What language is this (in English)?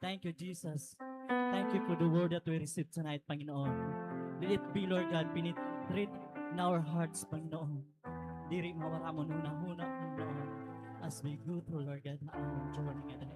Waray